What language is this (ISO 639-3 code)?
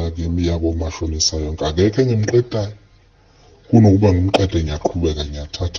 zul